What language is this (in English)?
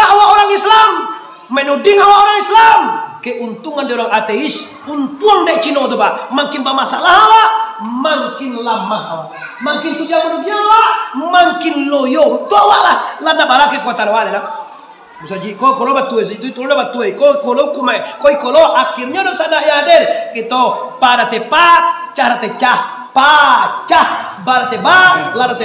Minangkabau